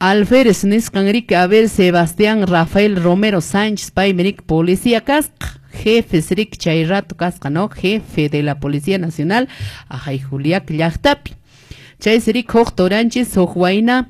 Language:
Quechua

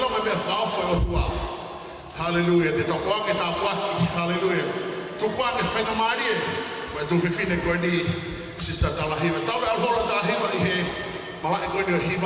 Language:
Tongan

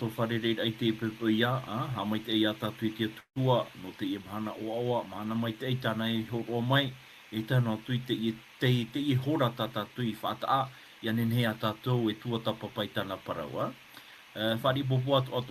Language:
Tahitian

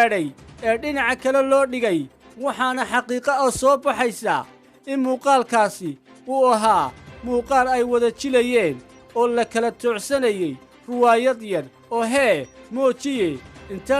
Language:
Somali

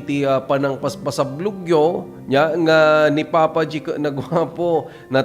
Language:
Iloko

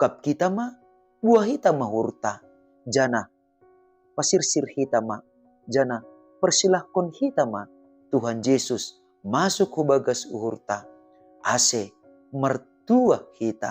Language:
Batak Simalungun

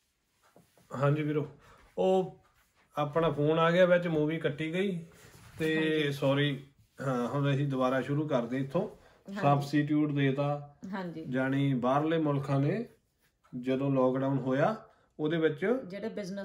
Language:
Punjabi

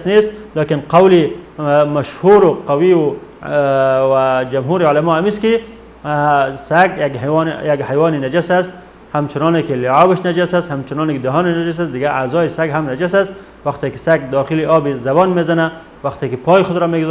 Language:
Persian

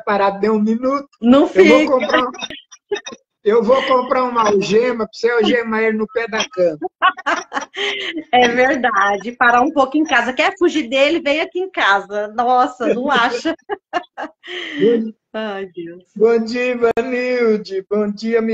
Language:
Portuguese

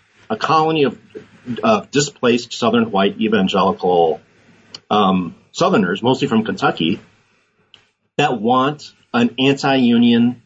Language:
English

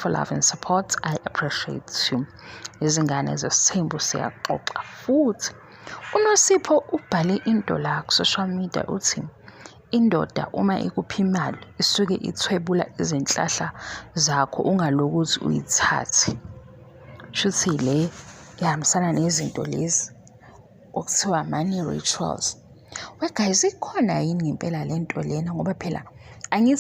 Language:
Zulu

